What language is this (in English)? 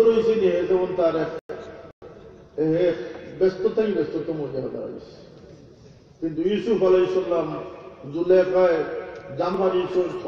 Bangla